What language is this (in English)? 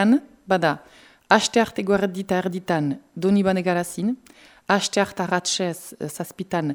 Basque